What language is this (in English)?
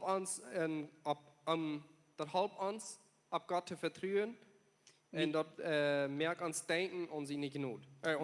Plautdietsch